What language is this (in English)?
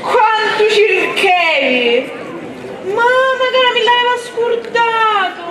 Sicilian